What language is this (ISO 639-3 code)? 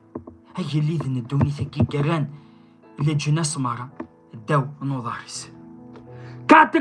kab